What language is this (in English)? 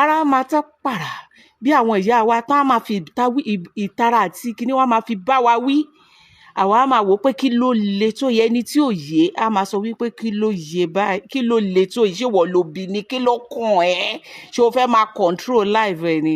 Yoruba